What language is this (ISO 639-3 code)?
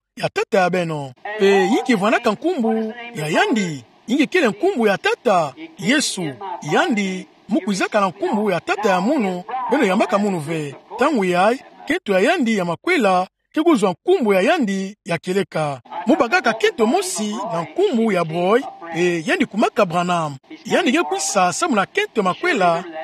ktu